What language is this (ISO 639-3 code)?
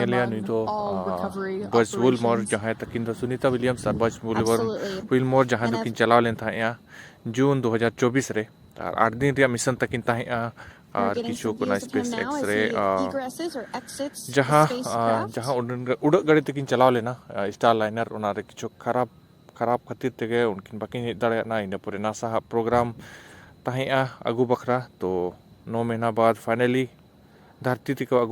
sat